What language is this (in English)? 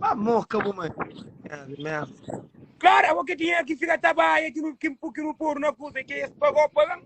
Kabuverdianu